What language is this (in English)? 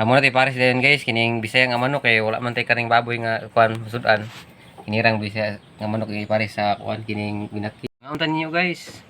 Cebuano